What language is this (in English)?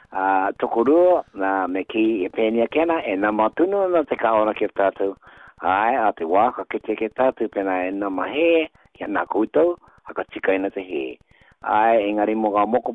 Māori